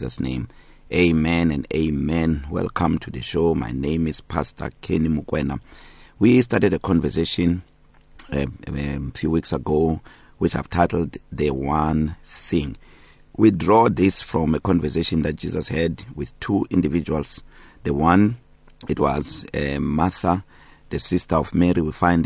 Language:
English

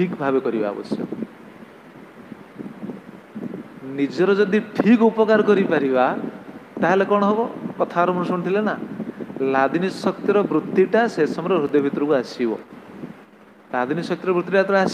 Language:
Odia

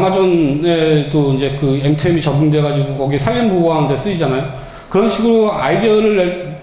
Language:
Korean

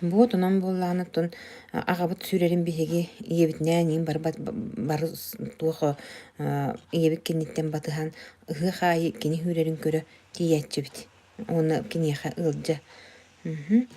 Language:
Yakut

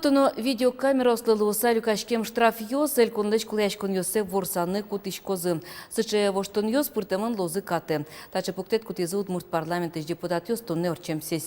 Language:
Udmurt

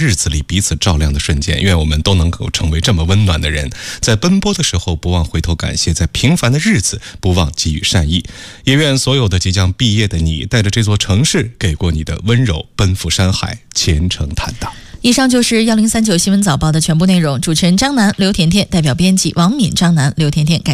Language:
Chinese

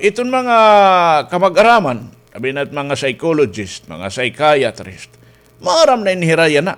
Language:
Waray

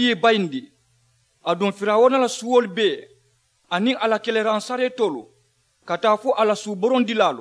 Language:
Mandingo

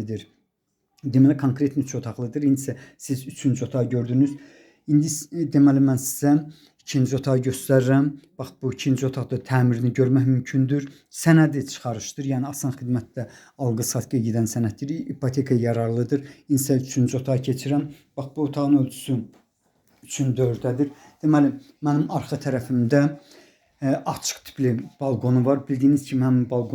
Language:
Azerbaijani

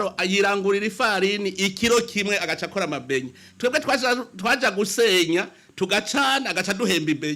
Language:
Rundi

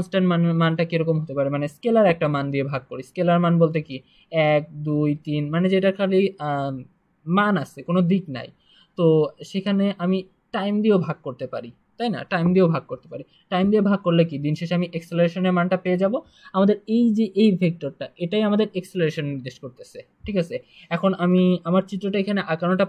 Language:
Bangla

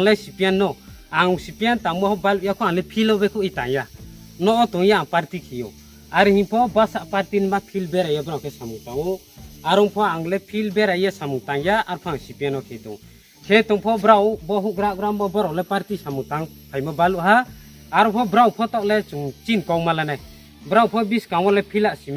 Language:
Riang (India)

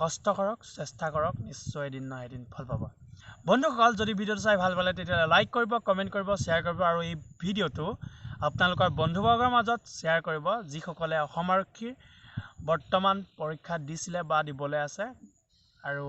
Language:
Assamese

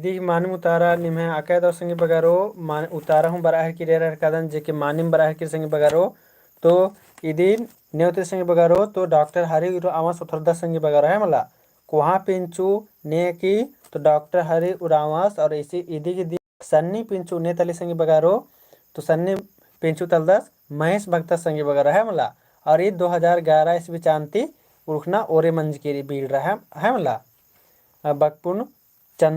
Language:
Kurukh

